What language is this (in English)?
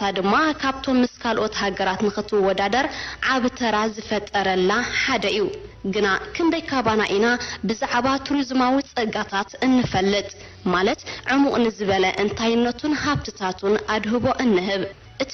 Tigrinya